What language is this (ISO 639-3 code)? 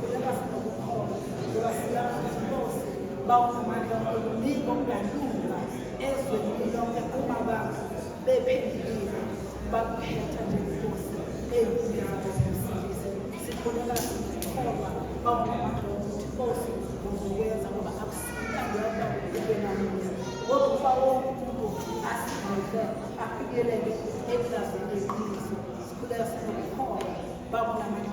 zul